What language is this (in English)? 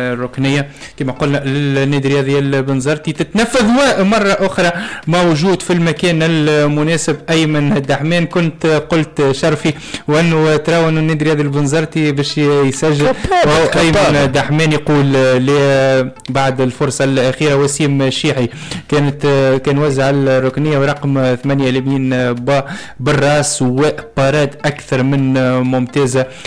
Tunisian Arabic